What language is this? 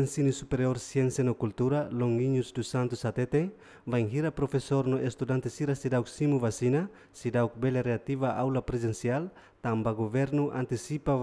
Tetum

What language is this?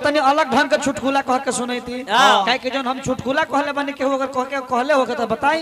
Bhojpuri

